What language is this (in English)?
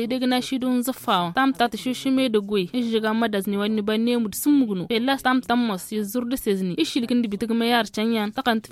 Albanian